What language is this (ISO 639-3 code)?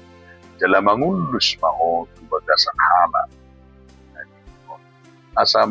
bbc